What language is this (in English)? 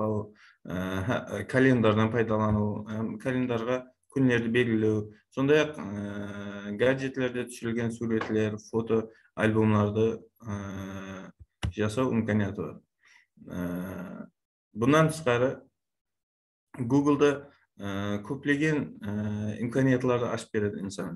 Kara-Kalpak